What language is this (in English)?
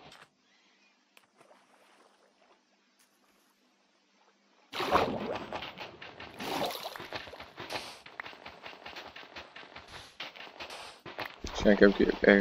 Dutch